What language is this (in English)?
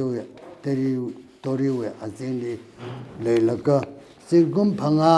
Tangkhul Naga (India)